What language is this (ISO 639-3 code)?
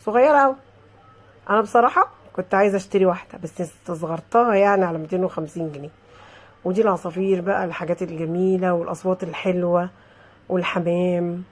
arz